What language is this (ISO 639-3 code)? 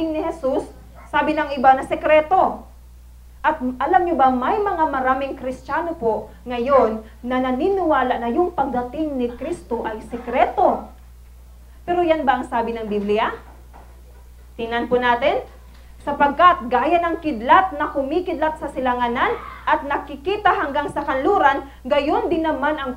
fil